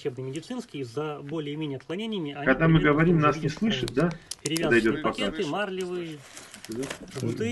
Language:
Russian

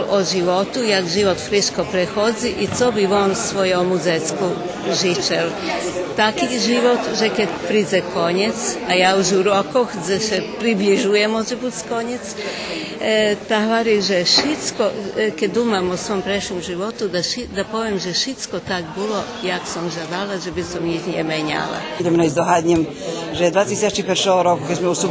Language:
Rusyn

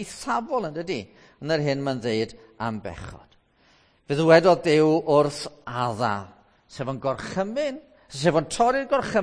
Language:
Welsh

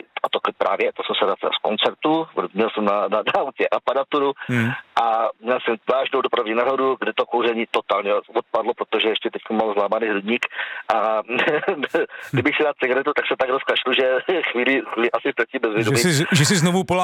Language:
Czech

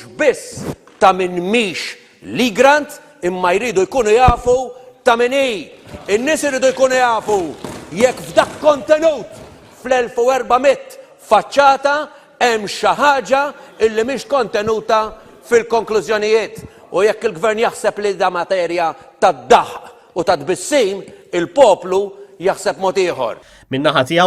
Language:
Maltese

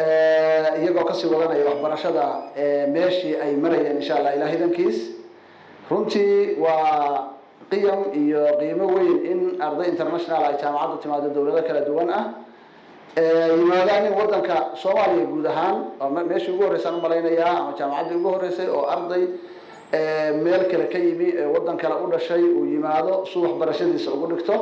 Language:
Somali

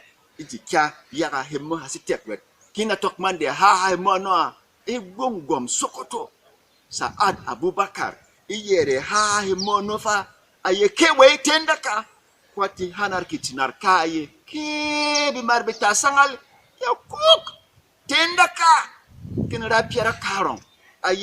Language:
Berom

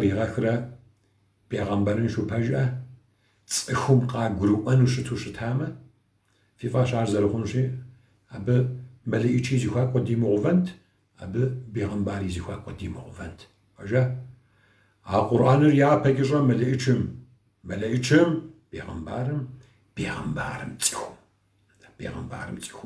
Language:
Kabardian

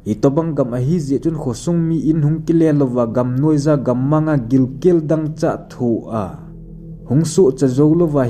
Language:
Thado Chin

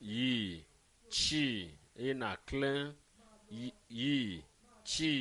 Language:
Ewe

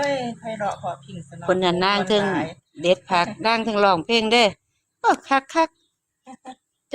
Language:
Northeastern Thai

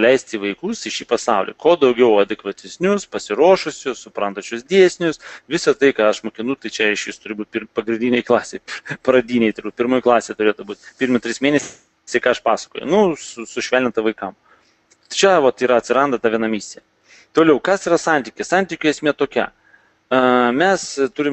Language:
Lithuanian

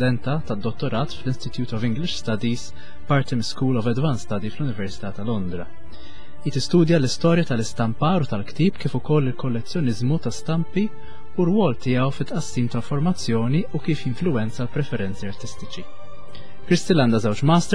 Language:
Maltese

